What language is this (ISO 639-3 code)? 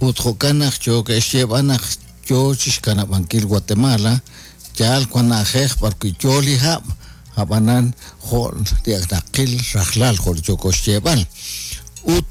kek